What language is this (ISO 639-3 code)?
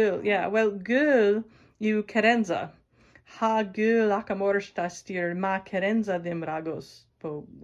cor